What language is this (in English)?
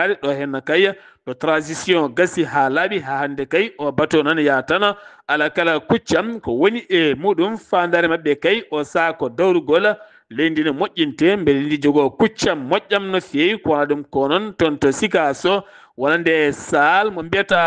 Fula